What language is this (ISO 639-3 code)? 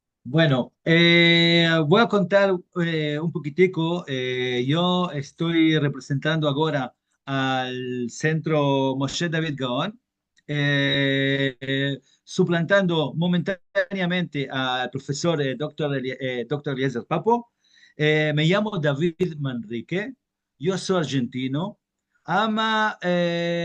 lad